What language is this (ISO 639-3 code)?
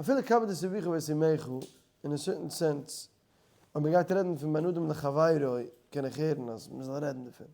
yid